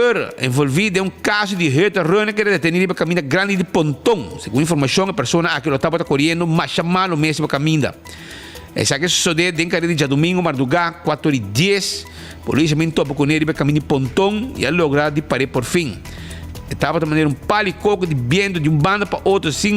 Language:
Papiamento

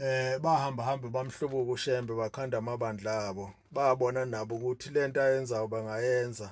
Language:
Zulu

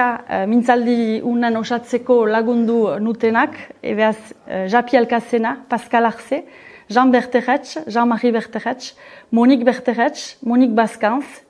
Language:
Basque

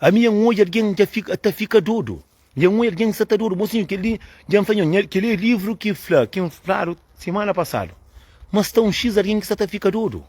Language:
Kabuverdianu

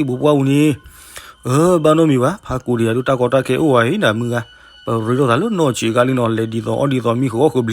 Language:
S'gaw Karen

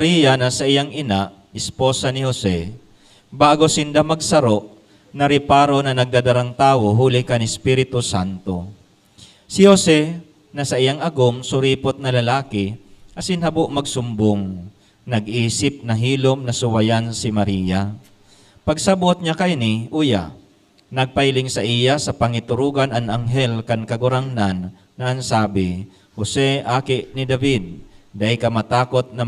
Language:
Bikol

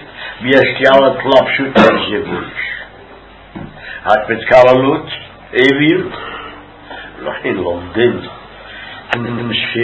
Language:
Hebrew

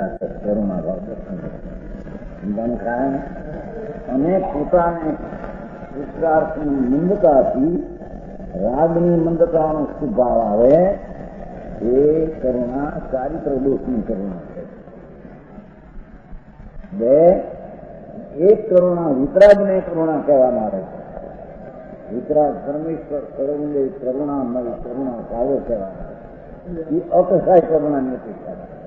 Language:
Gujarati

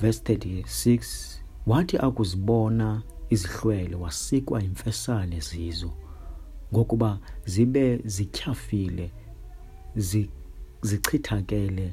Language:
Xhosa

